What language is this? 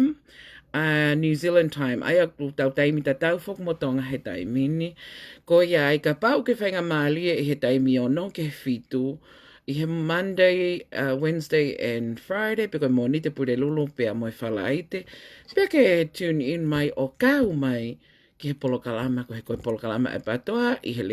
Tongan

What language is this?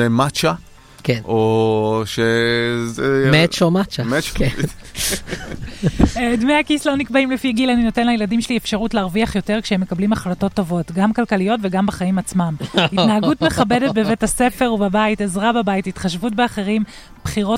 Hebrew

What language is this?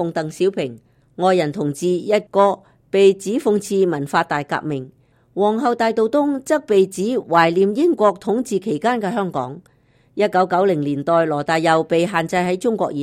Cantonese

